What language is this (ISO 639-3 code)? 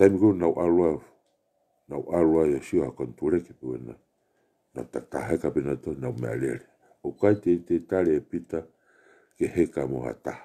ton